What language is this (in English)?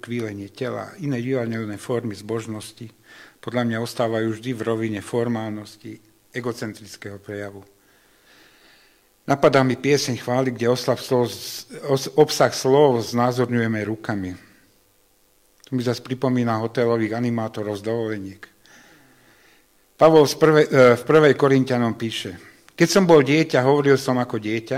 Slovak